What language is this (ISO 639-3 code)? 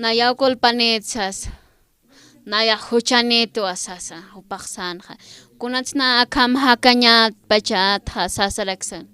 aym